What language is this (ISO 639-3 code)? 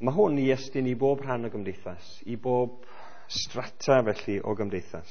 cym